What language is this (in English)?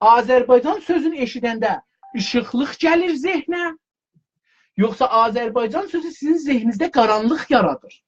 South Azerbaijani